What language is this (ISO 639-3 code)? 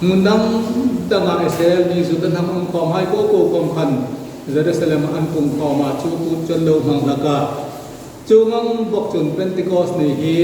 hmr